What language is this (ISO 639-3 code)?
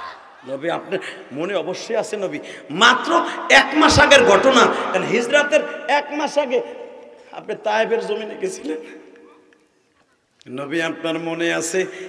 ben